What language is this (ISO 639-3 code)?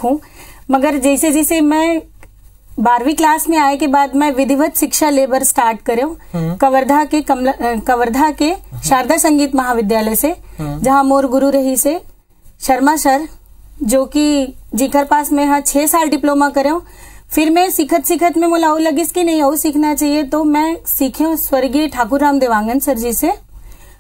hne